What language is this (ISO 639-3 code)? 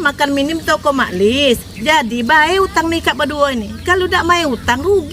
mui